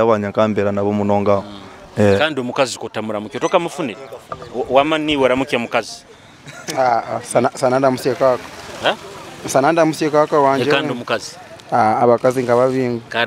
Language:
Nyoro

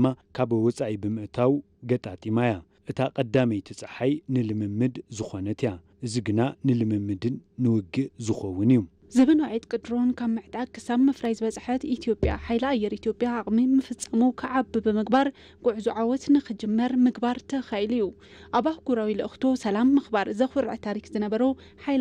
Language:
Tigrinya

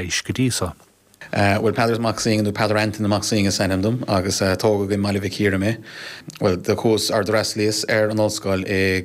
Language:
Irish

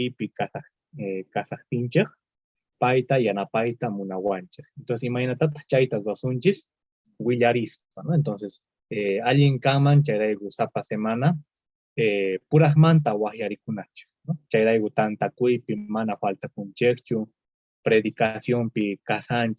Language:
Quechua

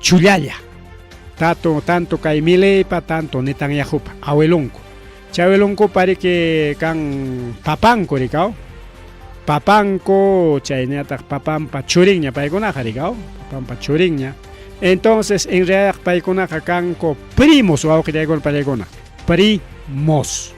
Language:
Ayacucho Quechua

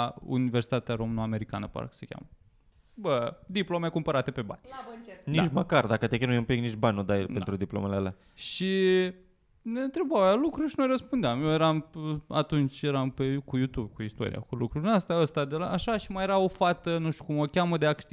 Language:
Romanian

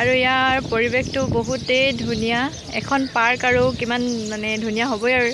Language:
Assamese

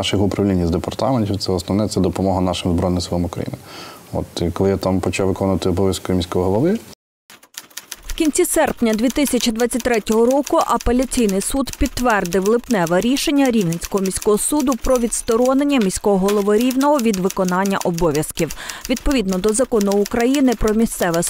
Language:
Ukrainian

